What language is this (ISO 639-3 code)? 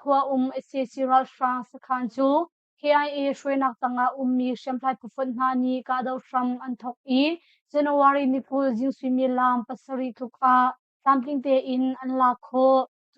cnh